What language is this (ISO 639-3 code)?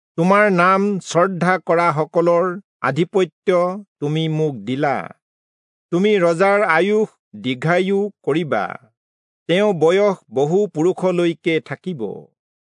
asm